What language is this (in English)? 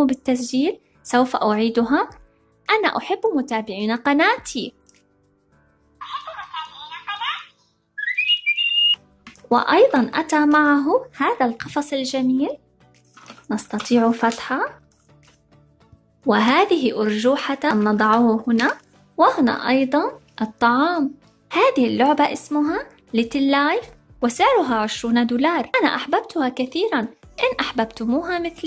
Arabic